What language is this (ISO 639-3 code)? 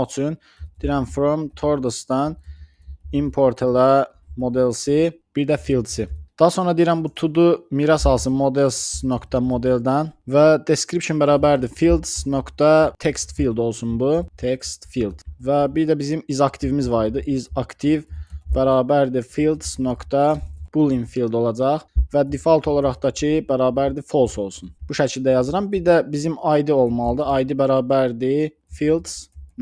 aze